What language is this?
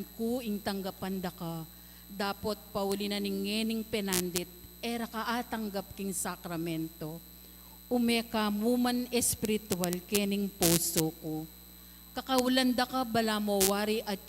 Pampanga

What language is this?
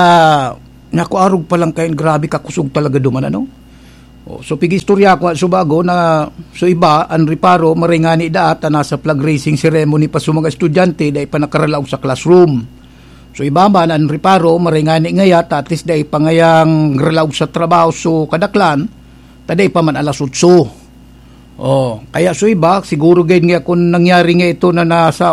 Bikol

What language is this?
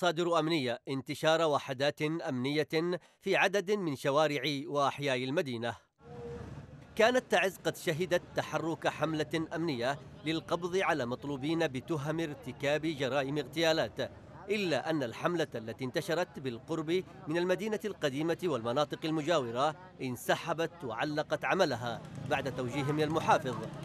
Arabic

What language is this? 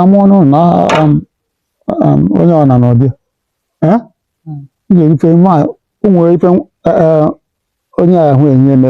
Igbo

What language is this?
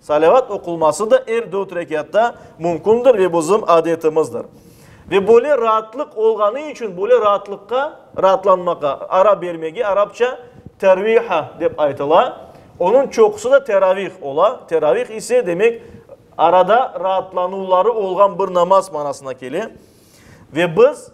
Crimean Tatar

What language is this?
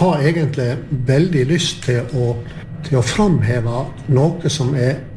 Norwegian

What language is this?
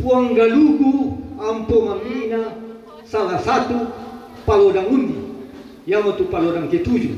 Toraja-Sa'dan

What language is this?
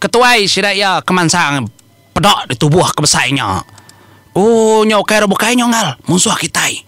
Iban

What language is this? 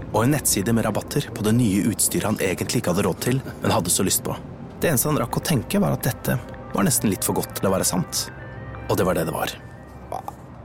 Norwegian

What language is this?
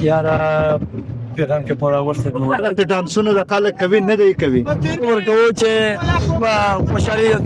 Pashto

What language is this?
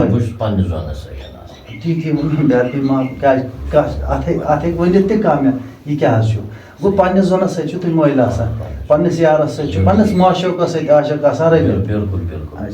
Kashmiri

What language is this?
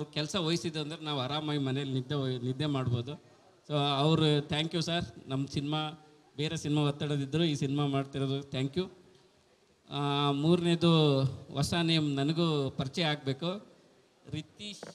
Kannada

